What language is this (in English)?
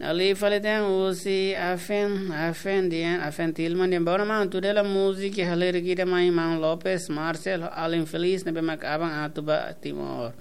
Tetum